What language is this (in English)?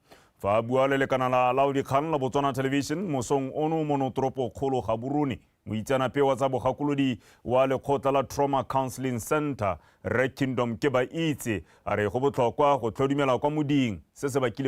Tswana